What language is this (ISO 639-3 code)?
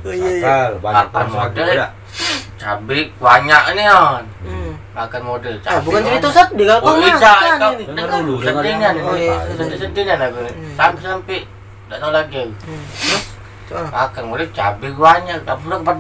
mui